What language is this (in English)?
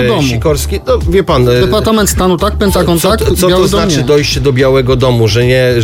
Polish